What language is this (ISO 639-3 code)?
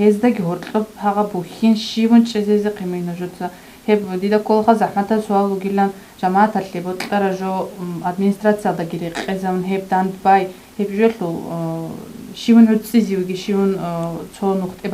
ava